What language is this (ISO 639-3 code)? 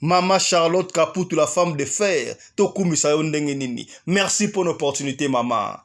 lin